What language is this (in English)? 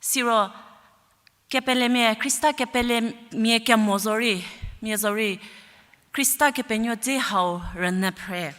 Angami Naga